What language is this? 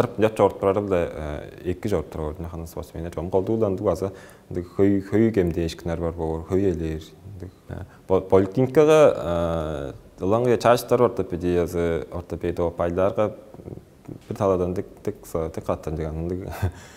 Tuvinian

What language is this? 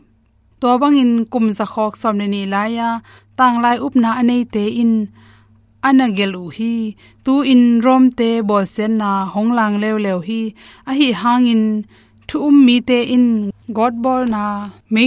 Tedim Chin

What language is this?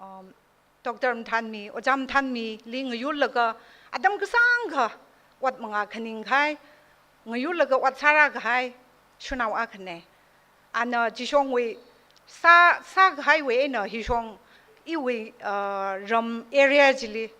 Tangkhul Naga (India)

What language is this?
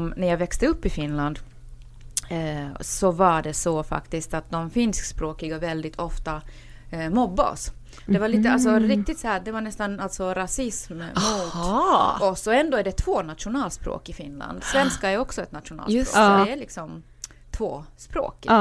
Swedish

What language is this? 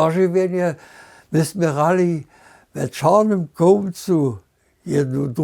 Upper Sorbian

